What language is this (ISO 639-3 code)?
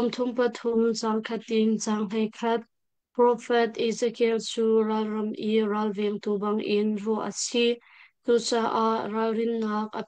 cnh